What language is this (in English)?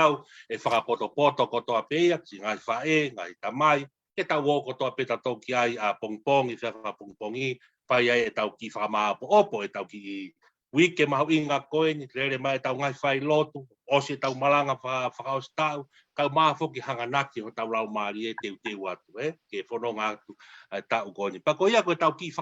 Tongan